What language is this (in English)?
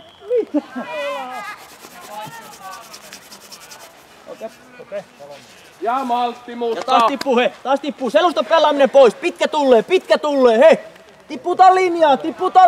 Finnish